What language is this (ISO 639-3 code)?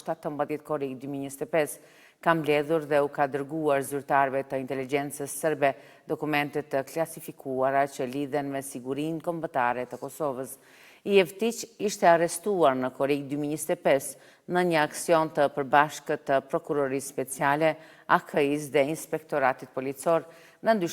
sqi